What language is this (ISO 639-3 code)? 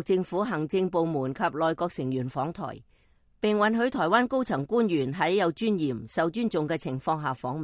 yue